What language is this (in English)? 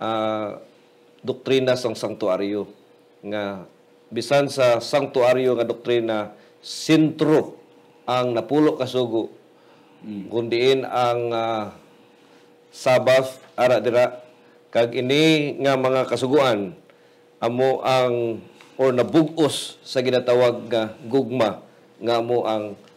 Hiligaynon